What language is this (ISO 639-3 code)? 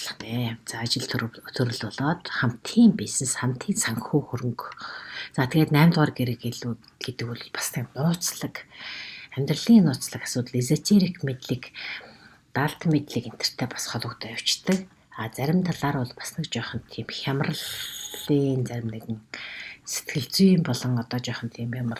mon